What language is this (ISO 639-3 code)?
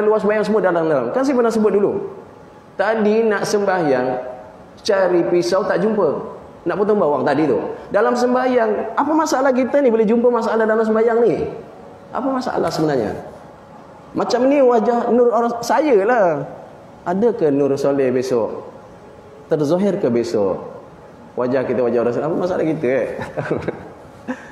msa